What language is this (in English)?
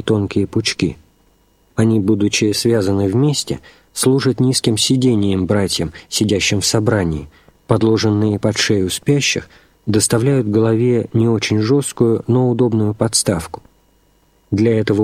Russian